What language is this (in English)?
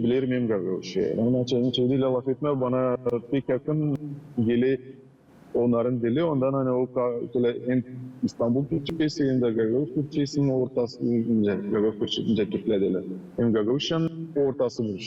Gagauz